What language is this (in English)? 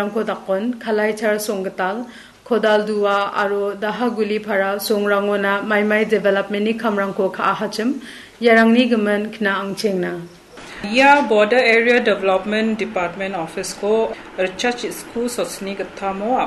Garo